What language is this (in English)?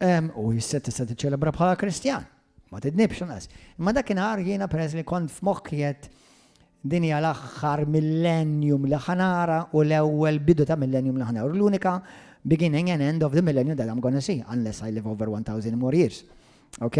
Maltese